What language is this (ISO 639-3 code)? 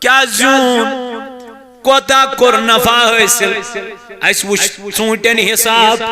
kas